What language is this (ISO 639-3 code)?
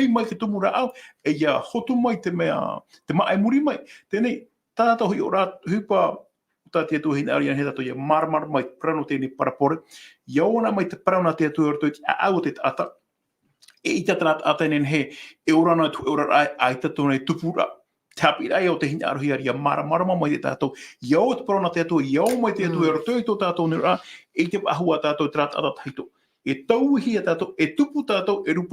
tah